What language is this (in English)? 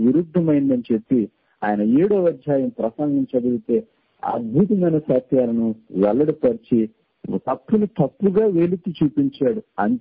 Telugu